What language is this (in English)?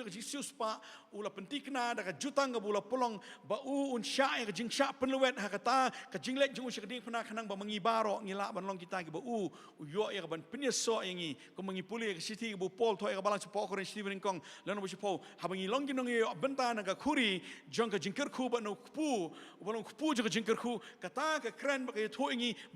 Khasi